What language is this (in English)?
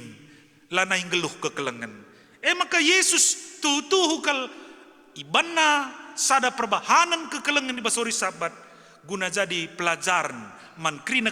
Batak Karo